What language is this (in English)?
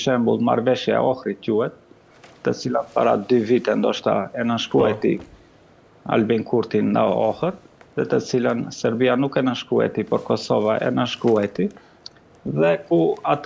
Albanian